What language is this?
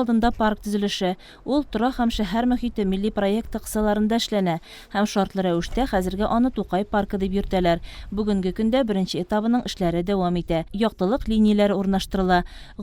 Tatar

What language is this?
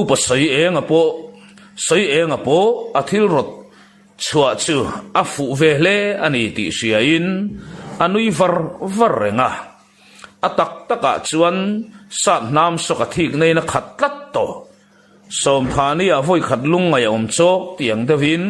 Mizo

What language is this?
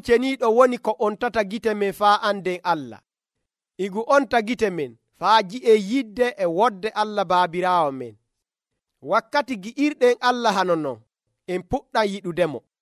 Nigerian Fulfulde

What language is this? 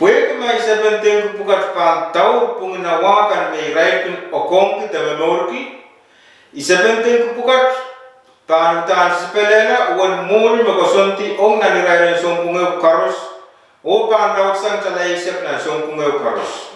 Pohnpeian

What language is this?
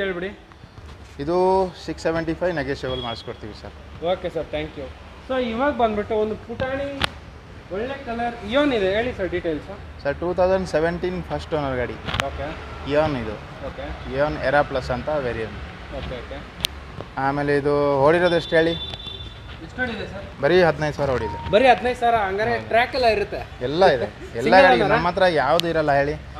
Kannada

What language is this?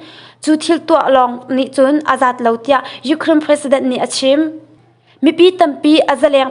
Hakha Chin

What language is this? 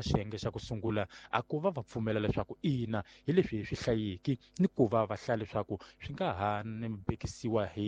Tsonga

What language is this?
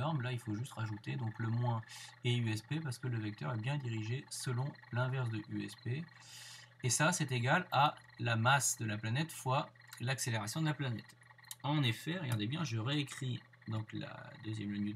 French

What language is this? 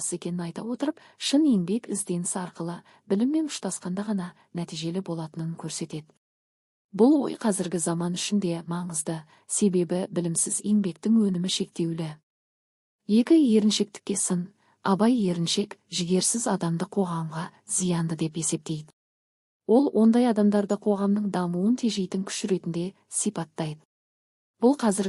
Kazakh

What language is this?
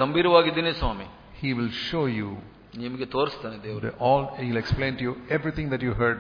Kannada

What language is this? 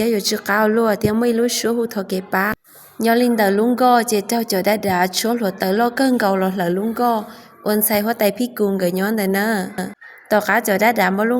Hmong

